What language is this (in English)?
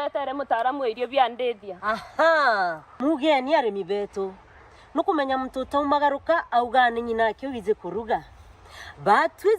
Meru